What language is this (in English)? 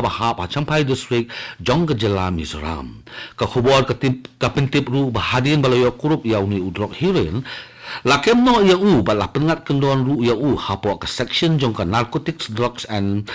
Khasi